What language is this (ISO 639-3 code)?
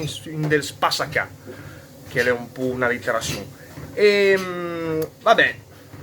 lmo